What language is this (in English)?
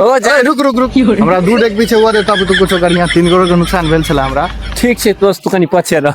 Maithili